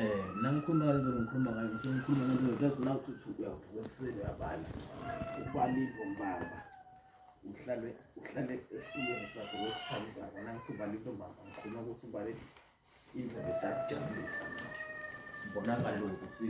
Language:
Zulu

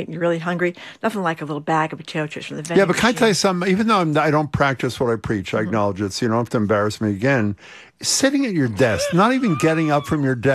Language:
English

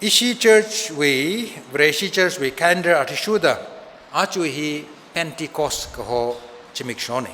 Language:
Tangkhul Naga (India)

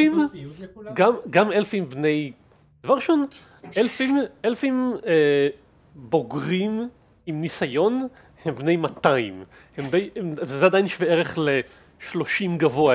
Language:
Hebrew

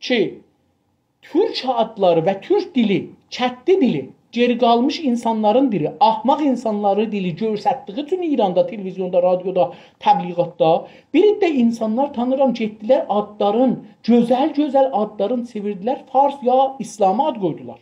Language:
South Azerbaijani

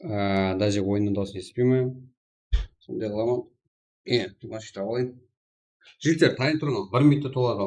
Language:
Kara-Kalpak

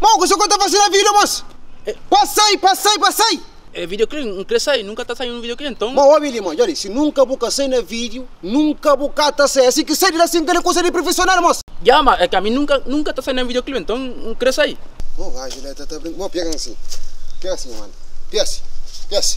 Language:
Kabuverdianu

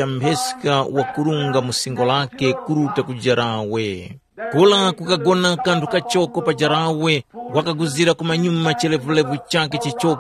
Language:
Tumbuka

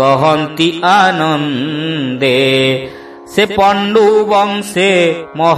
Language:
Odia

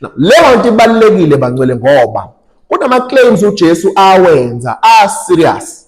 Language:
Zulu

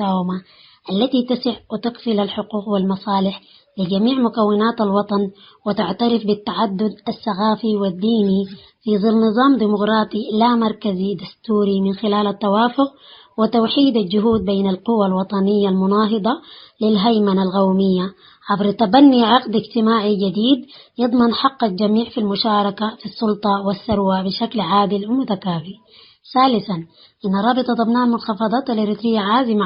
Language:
Tigre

